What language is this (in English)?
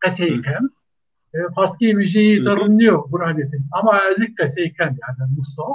Zaza